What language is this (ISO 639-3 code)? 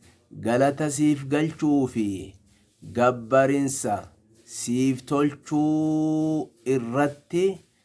orm